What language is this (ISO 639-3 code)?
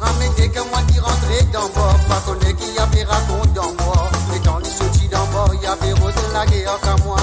mfe